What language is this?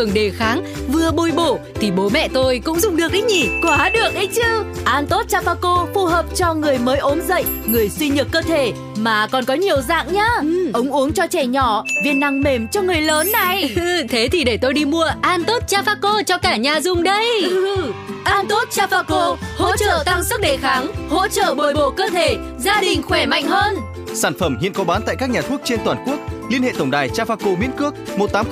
Vietnamese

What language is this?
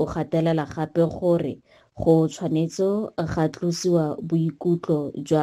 Tswana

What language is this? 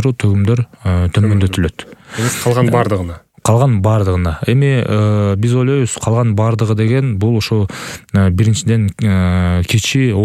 Kyrgyz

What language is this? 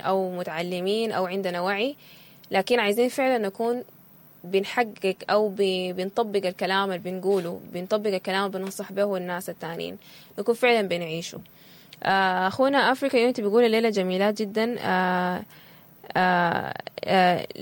Sudanese Arabic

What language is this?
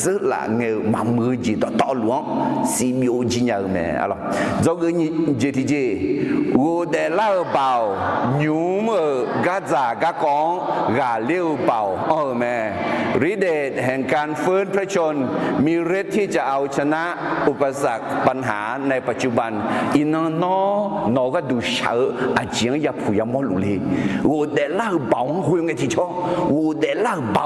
Akha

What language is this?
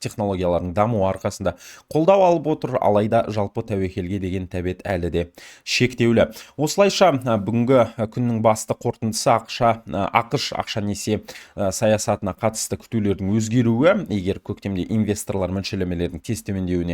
Kazakh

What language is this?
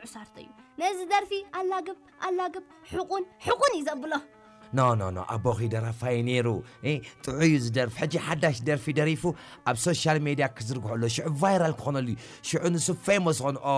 Tigrinya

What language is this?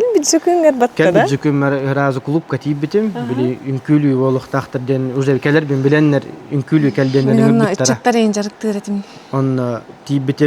Yakut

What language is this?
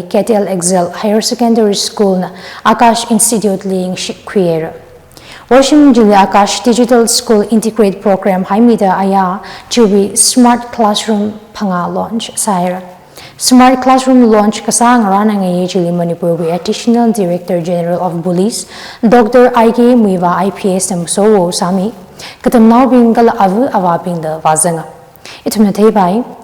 Tangkhul Naga (India)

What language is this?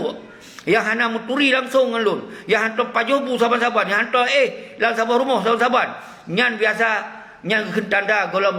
Achinese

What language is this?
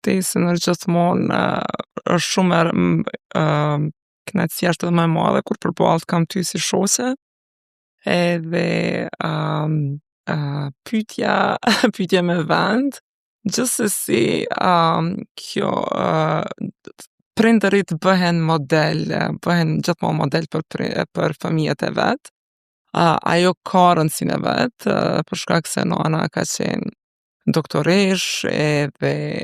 Albanian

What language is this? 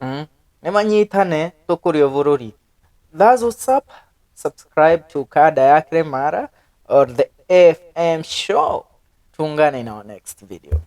Kikuyu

